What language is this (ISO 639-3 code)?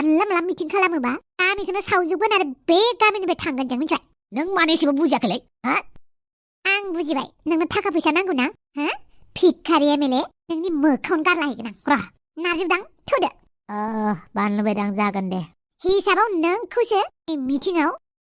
brx